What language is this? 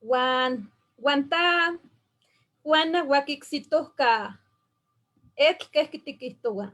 Eastern Huasteca Nahuatl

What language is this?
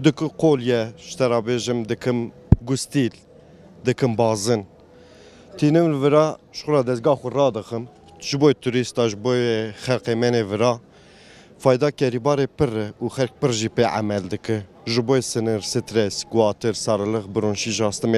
Kurdish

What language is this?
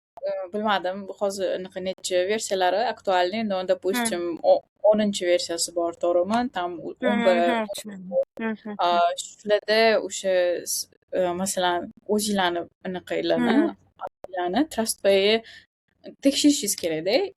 Uzbek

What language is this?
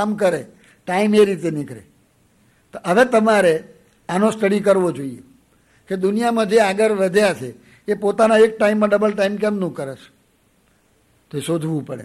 Gujarati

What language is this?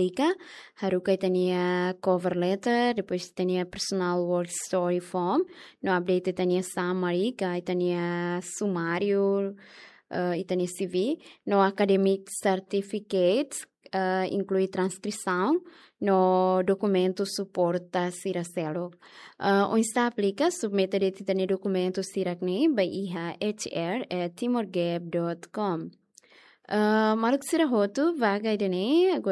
Tetum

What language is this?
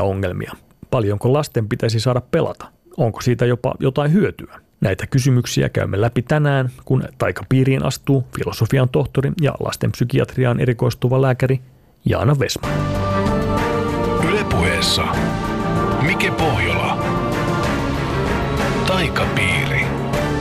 Finnish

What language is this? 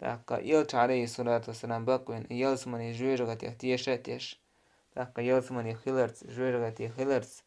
Chechen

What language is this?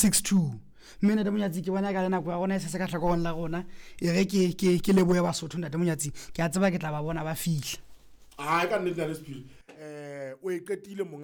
Southern Sotho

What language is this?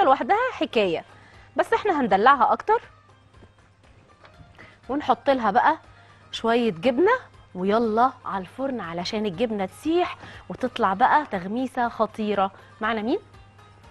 Egyptian Arabic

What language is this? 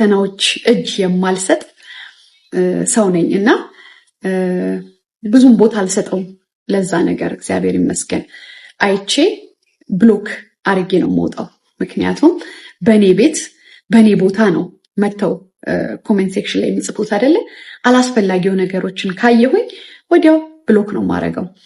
Amharic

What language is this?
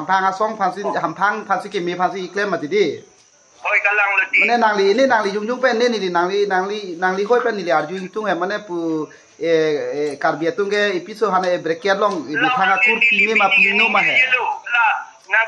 Karbi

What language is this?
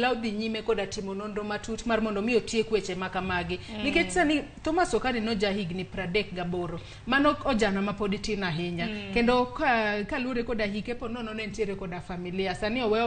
Luo (Kenya and Tanzania)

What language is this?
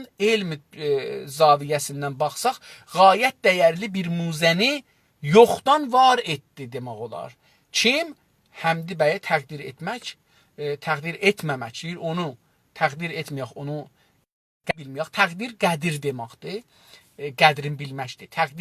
South Azerbaijani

